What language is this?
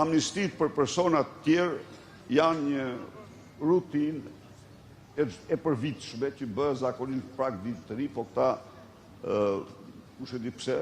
Albanian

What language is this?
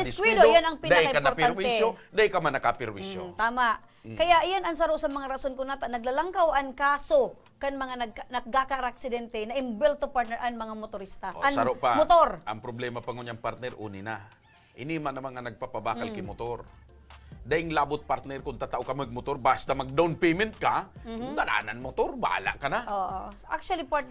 Bikol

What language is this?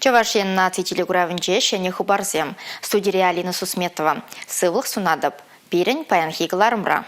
Chuvash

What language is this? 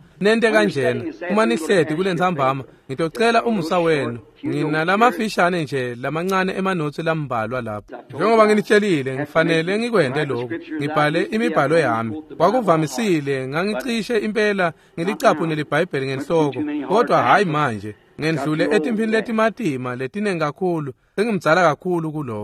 Swati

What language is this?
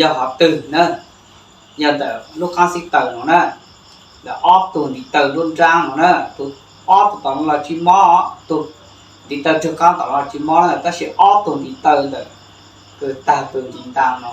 Hmong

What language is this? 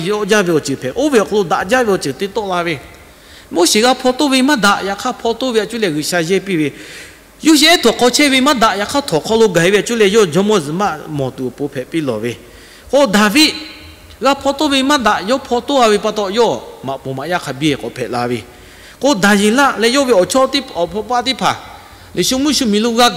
Lahu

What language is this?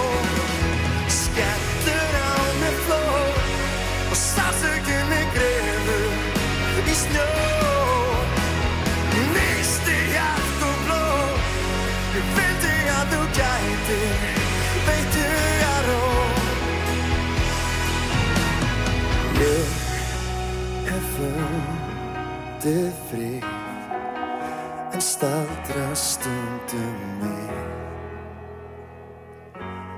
Icelandic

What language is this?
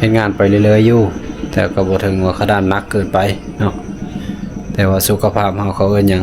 Lao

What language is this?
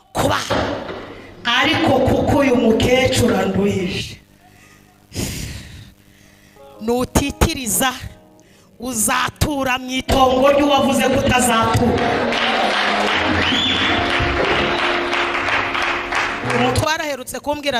Kinyarwanda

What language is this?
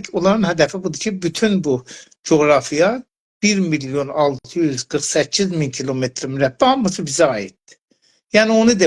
South Azerbaijani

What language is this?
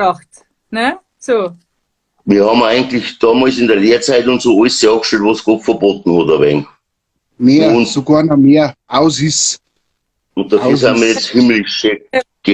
Bavarian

